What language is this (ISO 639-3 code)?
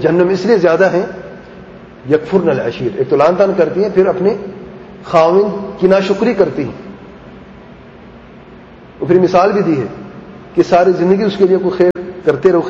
urd